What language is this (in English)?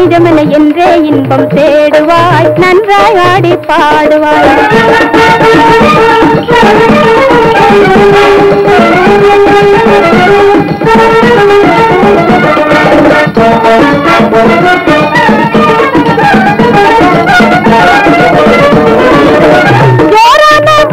Tamil